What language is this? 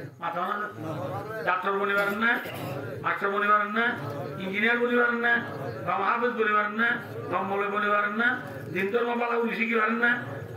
Rohingya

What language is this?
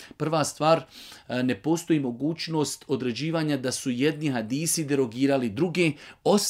Bosnian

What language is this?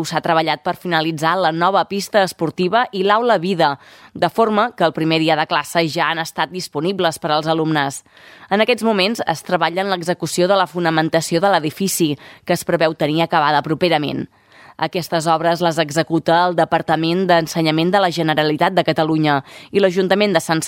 Catalan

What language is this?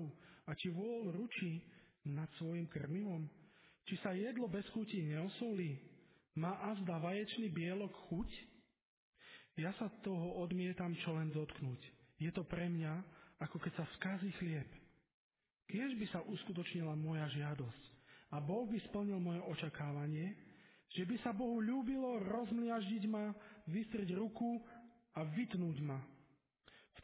Slovak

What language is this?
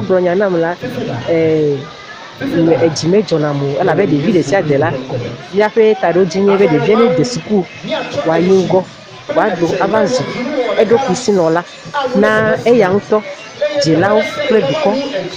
Ewe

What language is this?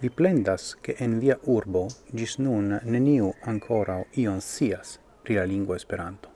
Esperanto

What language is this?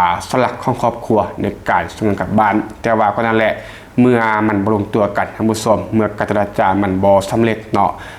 Lao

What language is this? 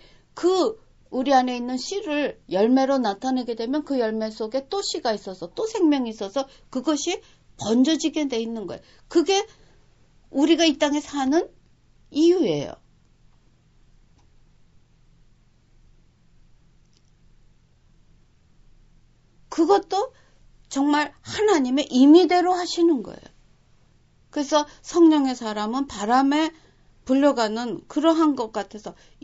Korean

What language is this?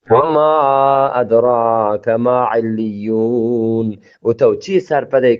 Eastern Balochi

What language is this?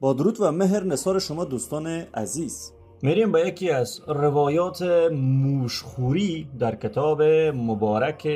Persian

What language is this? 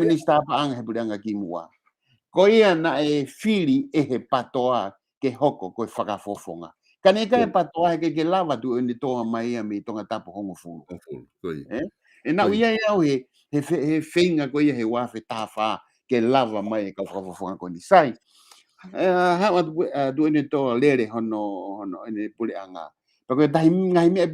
Tongan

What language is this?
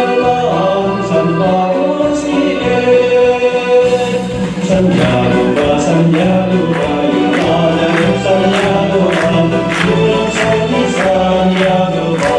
Chuvash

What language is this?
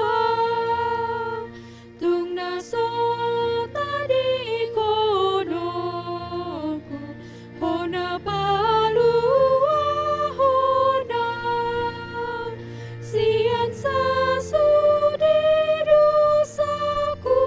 Batak Toba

